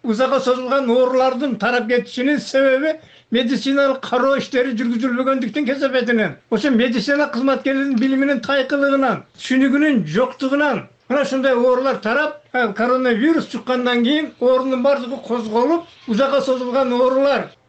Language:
Kyrgyz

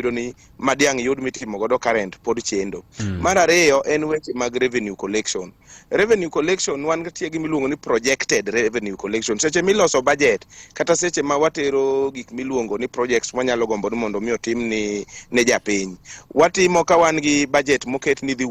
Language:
Luo (Kenya and Tanzania)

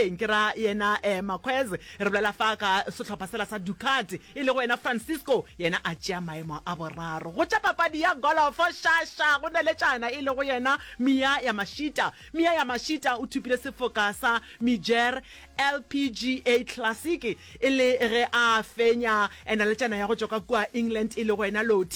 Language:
Northern Sotho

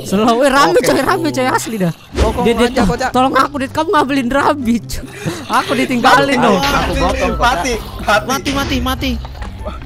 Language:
Indonesian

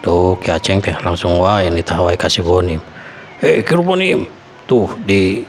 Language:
Sundanese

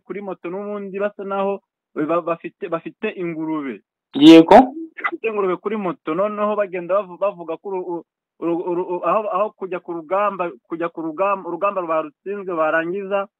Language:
Kinyarwanda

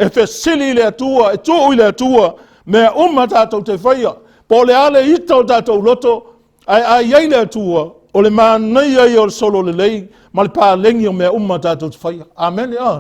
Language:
Samoan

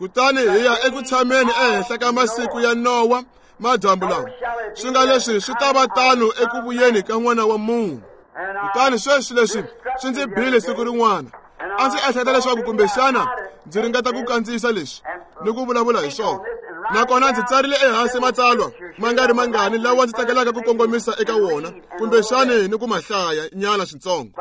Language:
Tsonga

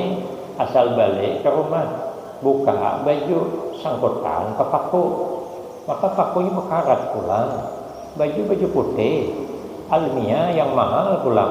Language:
Banjar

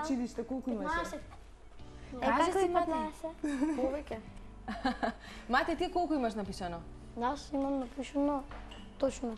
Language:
Macedonian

